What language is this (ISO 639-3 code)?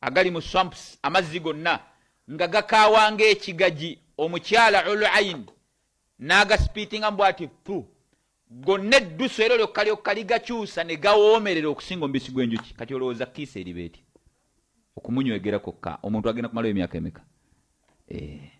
lug